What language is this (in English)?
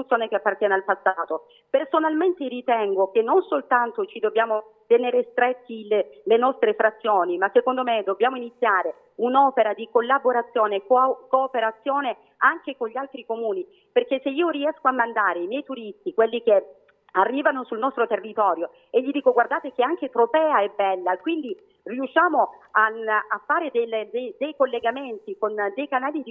Italian